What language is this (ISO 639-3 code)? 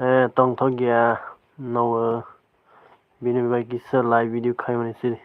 trp